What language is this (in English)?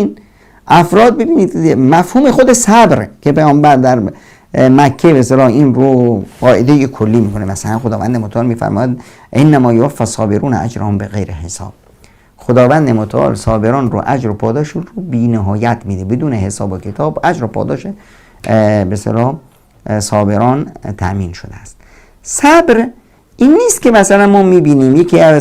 Persian